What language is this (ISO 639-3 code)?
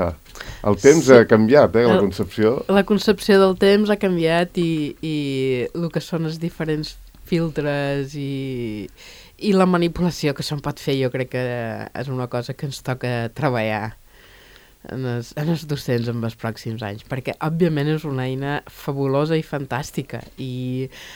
cat